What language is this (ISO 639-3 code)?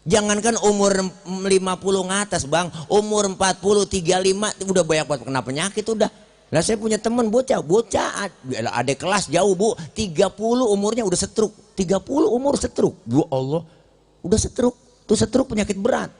bew